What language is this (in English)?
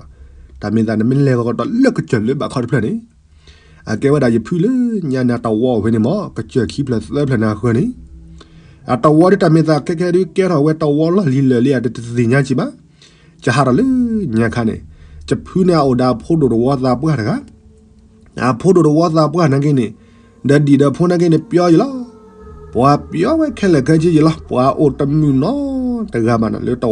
S'gaw Karen